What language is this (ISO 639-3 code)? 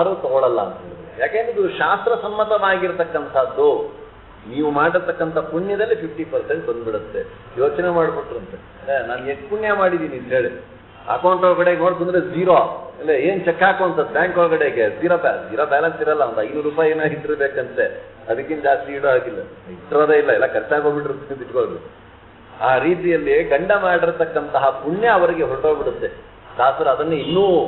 kan